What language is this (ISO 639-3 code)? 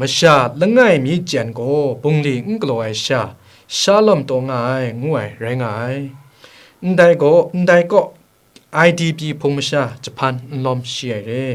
kac